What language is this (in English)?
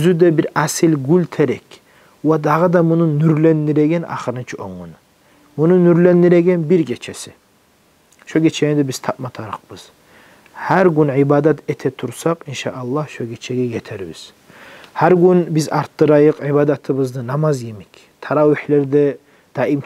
Kumyk